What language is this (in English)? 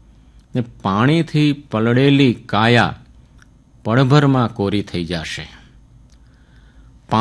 Gujarati